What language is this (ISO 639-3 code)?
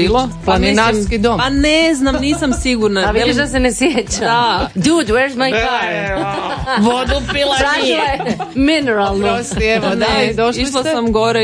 hrv